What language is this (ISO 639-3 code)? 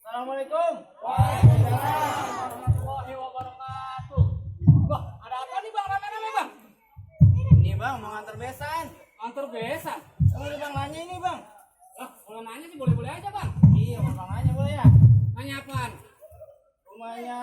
bew